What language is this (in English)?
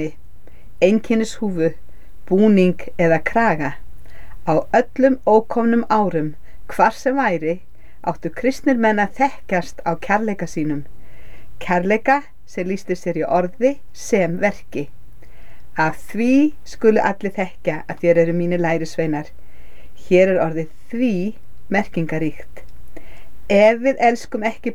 Icelandic